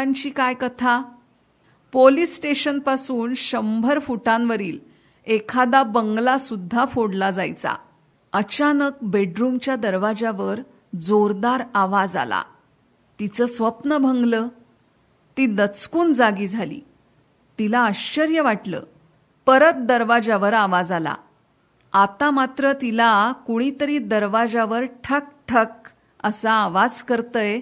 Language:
Marathi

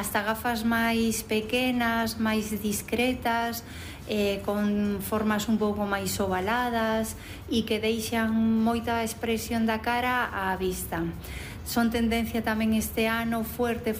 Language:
Galician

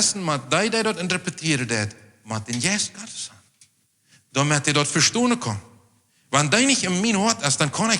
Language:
Plautdietsch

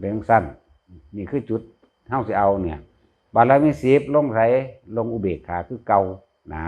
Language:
Northeastern Thai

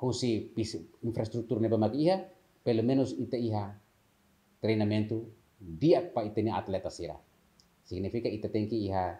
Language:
Tetum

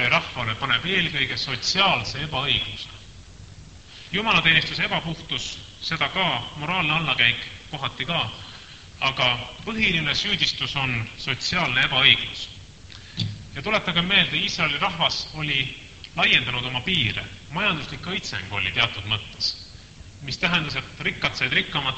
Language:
Estonian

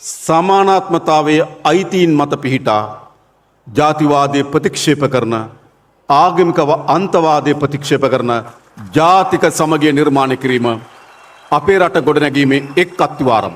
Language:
Sinhala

